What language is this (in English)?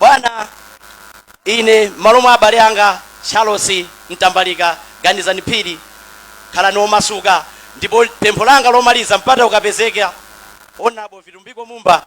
Nyanja